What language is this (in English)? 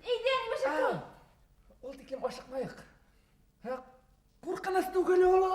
Bashkir